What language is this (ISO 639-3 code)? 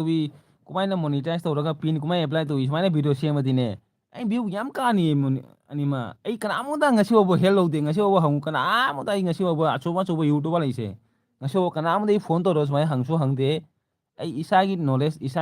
mni